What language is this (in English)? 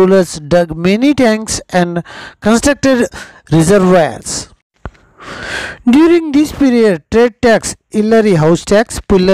Telugu